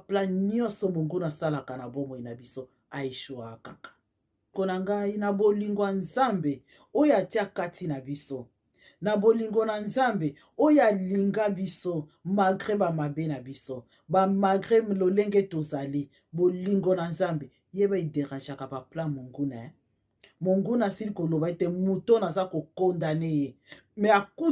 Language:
Lingala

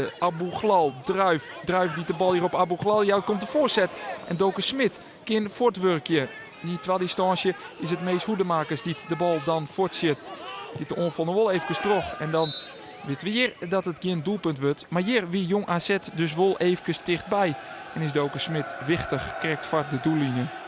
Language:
Western Frisian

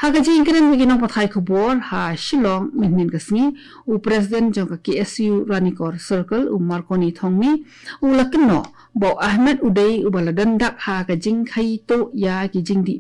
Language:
Khasi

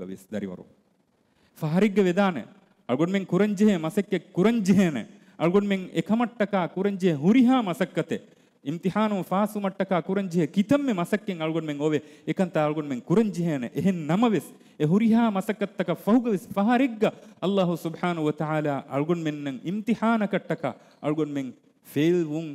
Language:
Divehi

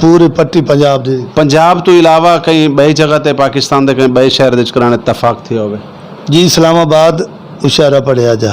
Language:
Saraiki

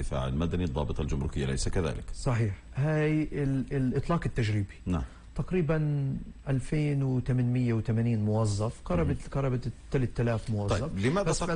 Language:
North Levantine Arabic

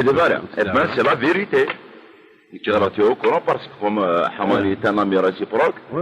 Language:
Kabyle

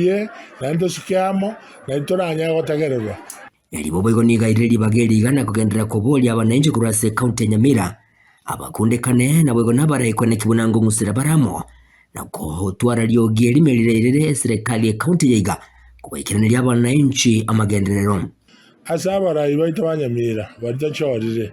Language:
Gusii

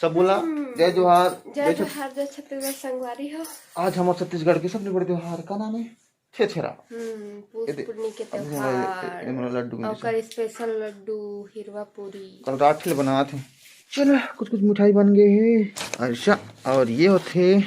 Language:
Chhattisgarhi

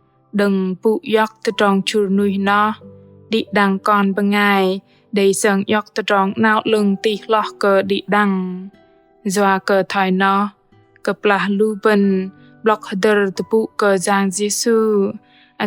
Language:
Bahnar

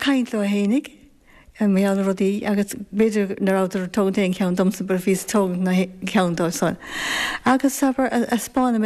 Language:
Irish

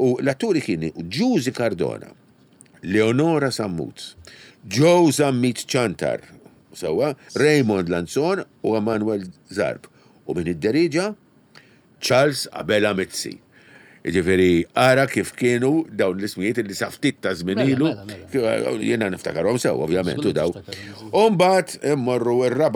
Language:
Maltese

